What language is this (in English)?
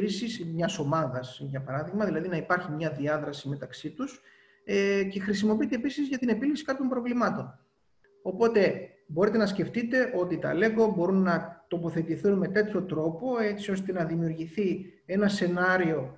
Greek